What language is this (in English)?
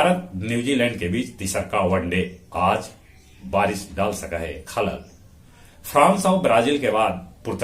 Magahi